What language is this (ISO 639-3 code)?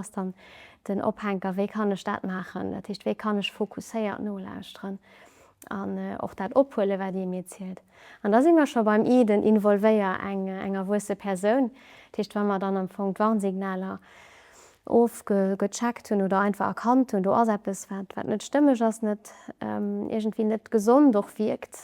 ltz